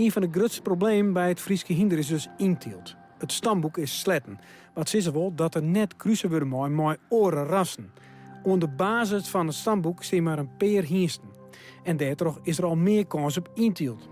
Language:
Western Frisian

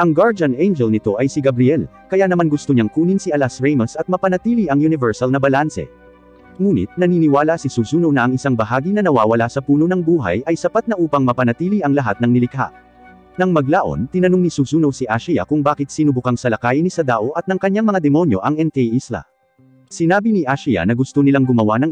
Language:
Filipino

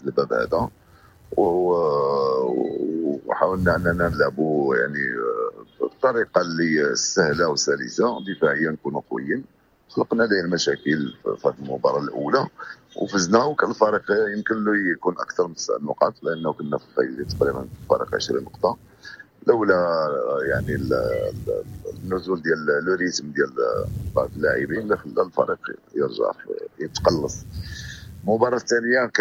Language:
Moroccan Arabic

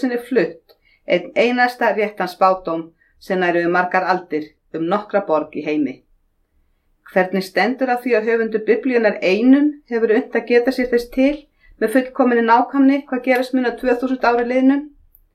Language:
Icelandic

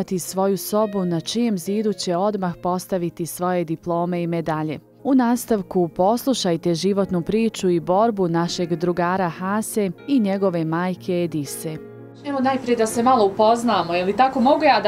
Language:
Bosnian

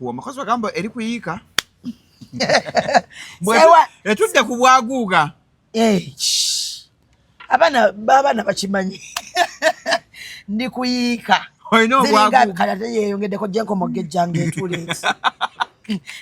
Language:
Ganda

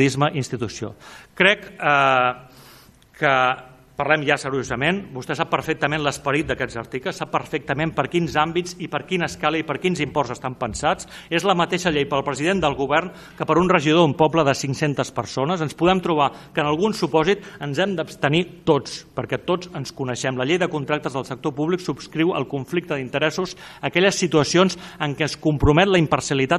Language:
Catalan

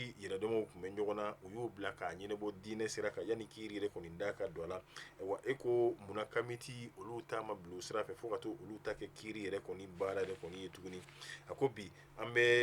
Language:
Bambara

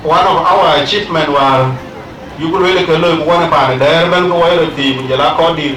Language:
Dinka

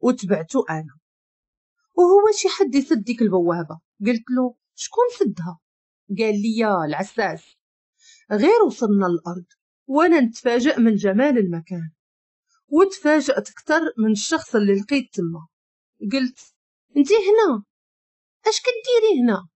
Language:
Moroccan Arabic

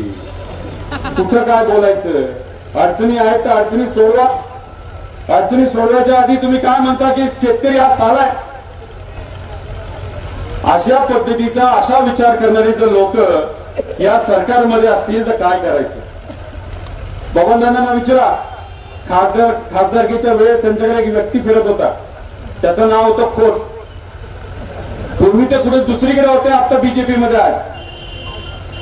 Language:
Marathi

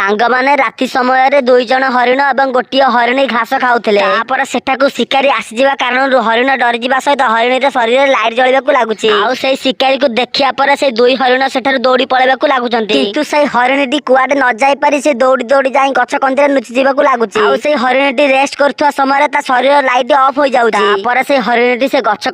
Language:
Odia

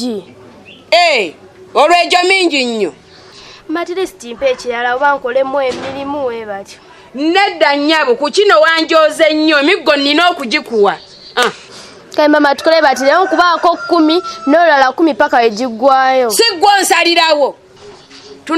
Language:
Ganda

